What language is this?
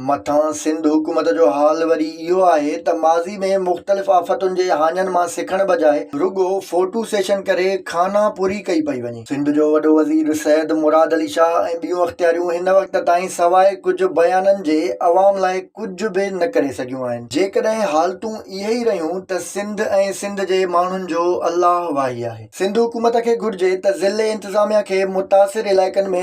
Sindhi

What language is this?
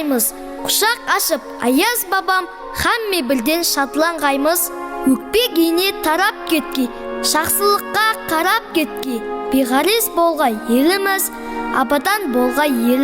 Kara-Kalpak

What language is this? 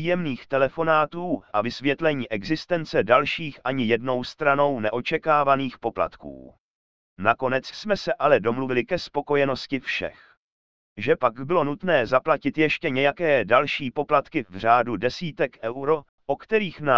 Czech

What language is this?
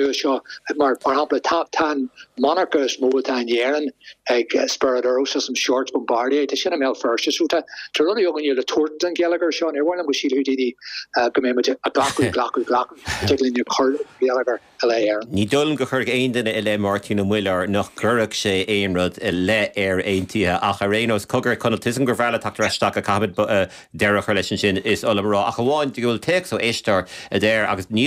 Irish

